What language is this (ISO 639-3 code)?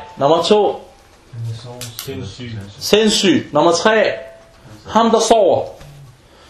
dan